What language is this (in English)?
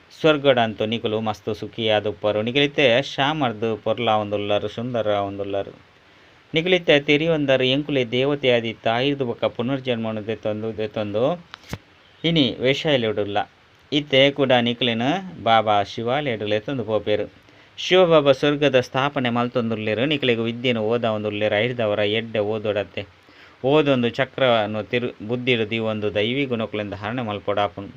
Tulu